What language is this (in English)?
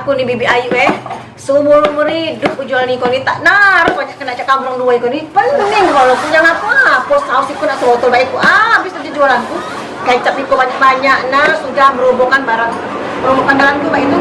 Musi